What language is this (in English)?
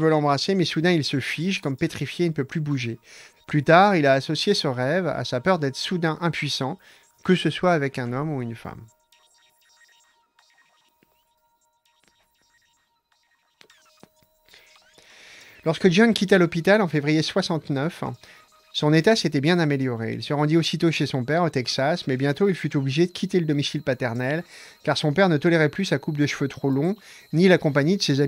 French